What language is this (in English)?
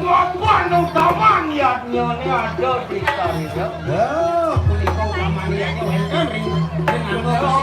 Balinese